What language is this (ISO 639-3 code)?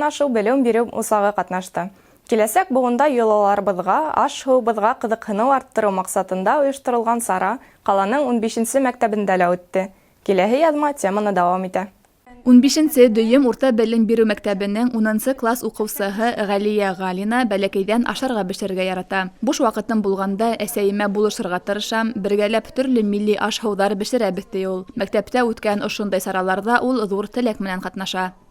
bak